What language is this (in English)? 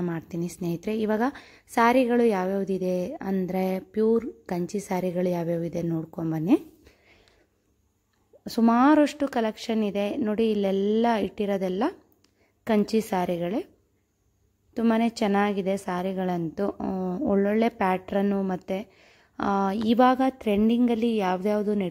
Kannada